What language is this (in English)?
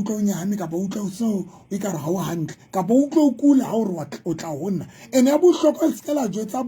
Southern Sotho